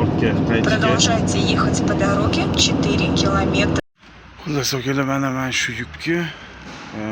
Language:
Uzbek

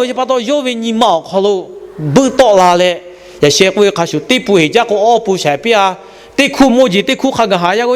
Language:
Lahu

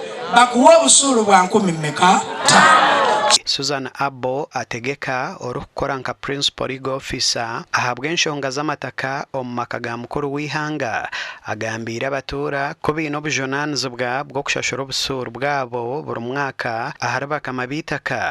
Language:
Nyankole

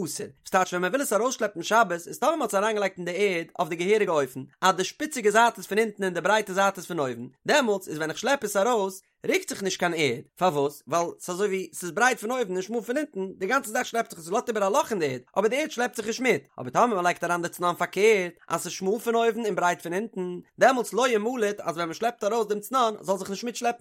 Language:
Yiddish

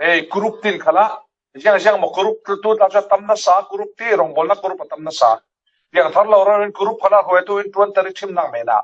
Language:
Falam Chin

